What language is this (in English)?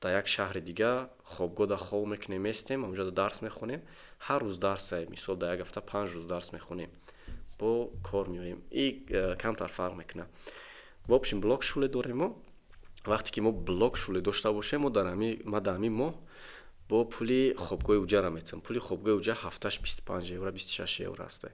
Tajik